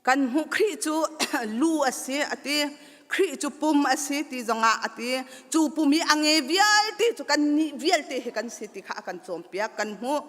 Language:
Hakha Chin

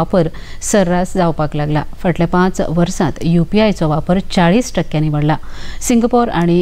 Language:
Konkani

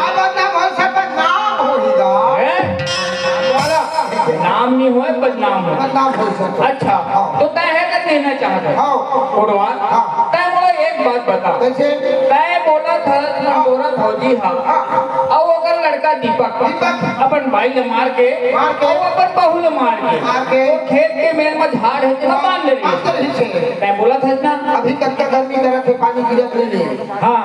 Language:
Chhattisgarhi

